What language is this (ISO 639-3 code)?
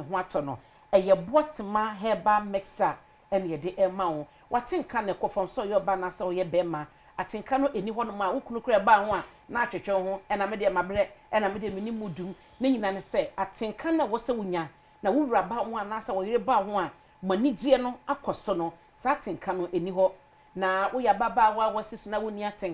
aka